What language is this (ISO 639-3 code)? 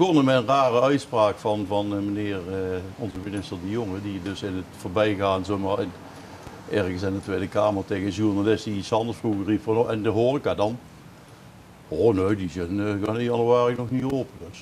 nld